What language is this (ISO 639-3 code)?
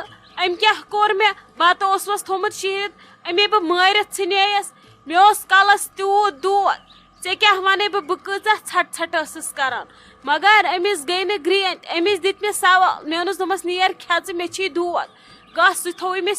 kas